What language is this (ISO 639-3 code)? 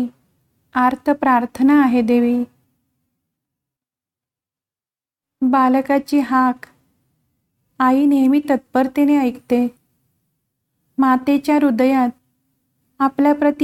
mar